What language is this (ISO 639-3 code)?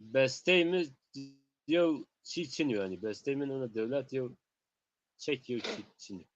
zza